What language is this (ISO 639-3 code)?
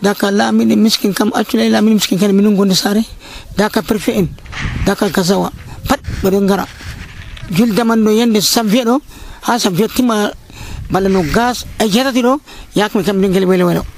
fuv